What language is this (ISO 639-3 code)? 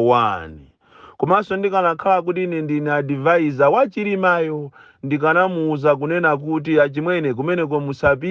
nya